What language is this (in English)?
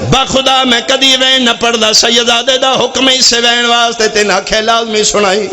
Pahari-Potwari